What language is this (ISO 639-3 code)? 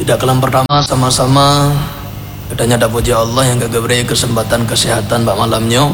ace